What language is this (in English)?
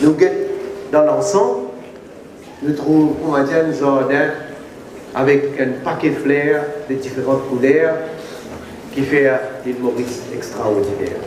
Morisyen